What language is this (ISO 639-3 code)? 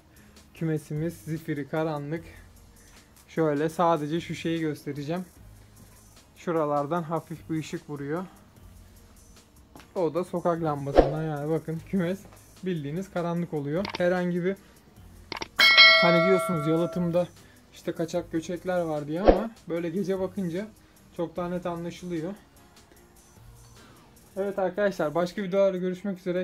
tur